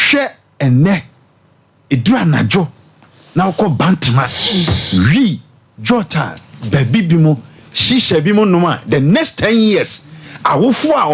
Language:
Akan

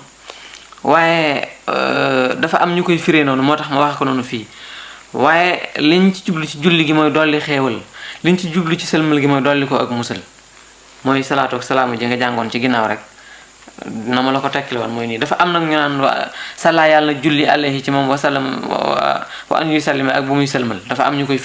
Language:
Wolof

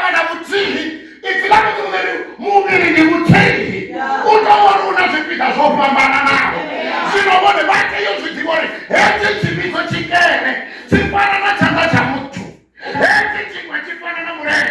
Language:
Venda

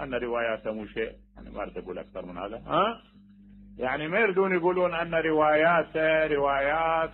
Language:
Mesopotamian Arabic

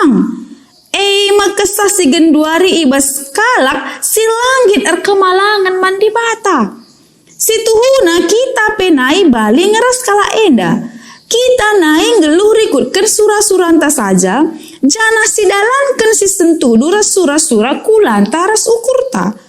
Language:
Batak Karo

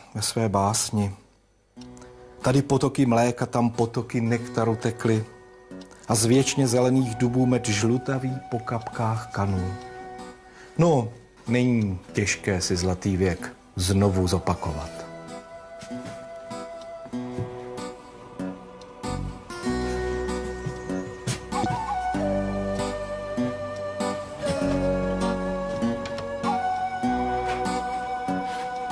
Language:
Czech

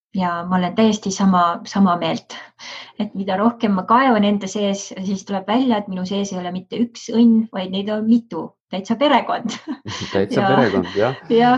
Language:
Estonian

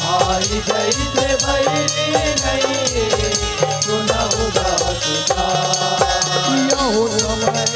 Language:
Chhattisgarhi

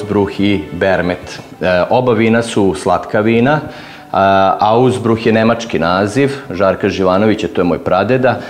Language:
Serbian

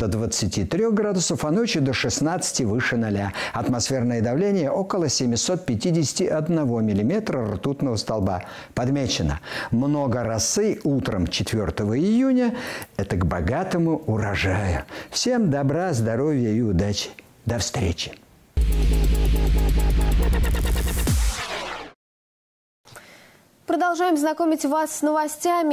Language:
Russian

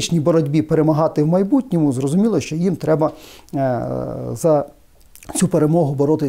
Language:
Ukrainian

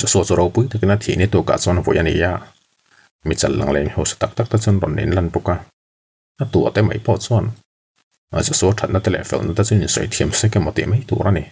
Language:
Mizo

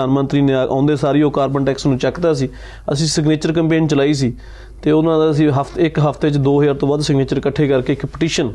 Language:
Punjabi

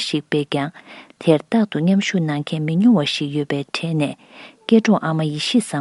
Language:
Tibetan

